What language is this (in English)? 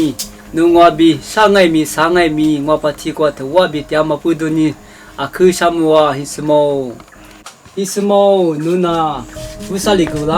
Lisu